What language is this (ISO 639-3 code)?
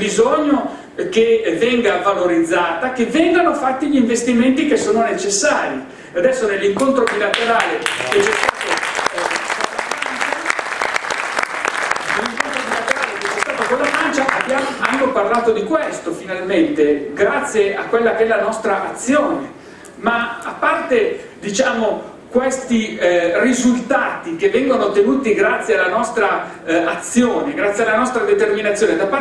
ita